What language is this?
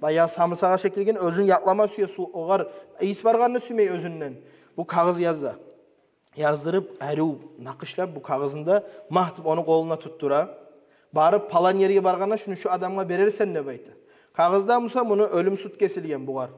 Kumyk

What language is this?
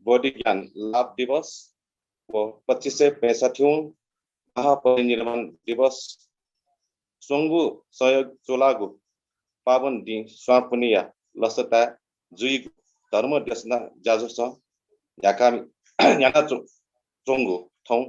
Newari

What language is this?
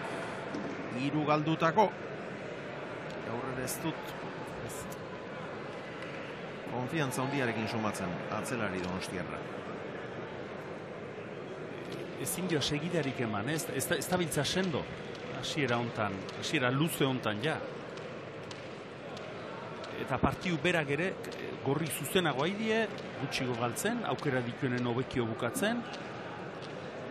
Basque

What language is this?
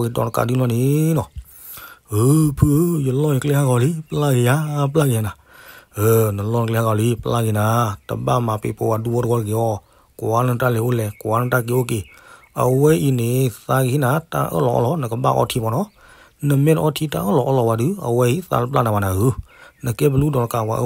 S'gaw Karen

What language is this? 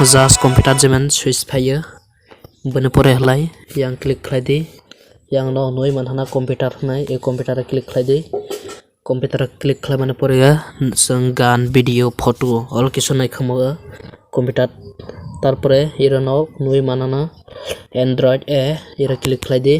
Kok Borok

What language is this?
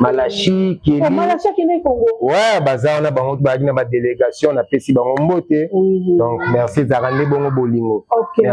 Lingala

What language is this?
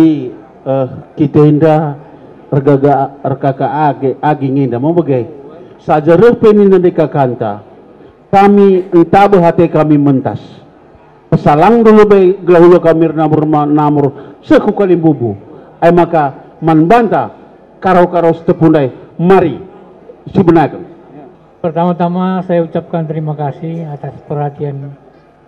Batak Karo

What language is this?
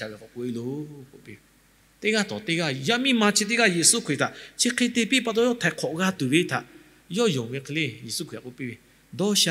Lahu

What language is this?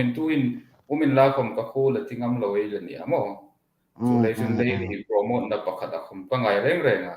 Hmar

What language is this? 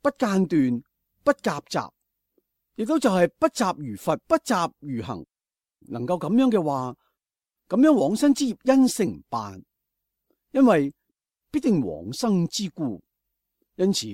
Cantonese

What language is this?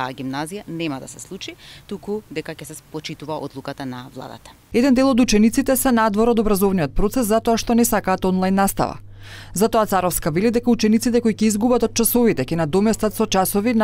Macedonian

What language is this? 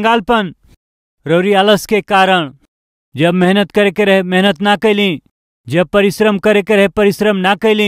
Bhojpuri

